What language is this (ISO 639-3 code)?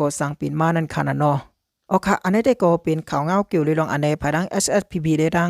shn